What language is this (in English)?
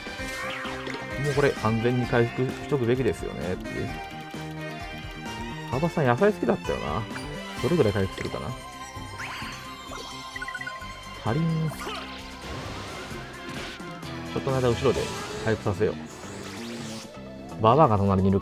Japanese